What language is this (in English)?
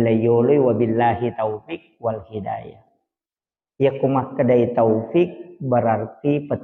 Buginese